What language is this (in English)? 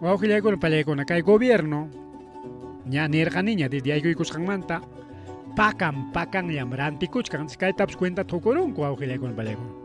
Ayacucho Quechua